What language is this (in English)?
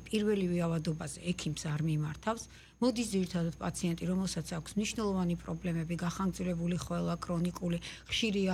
Georgian